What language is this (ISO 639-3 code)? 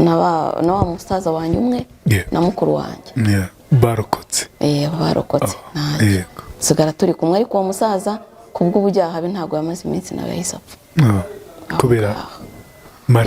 kin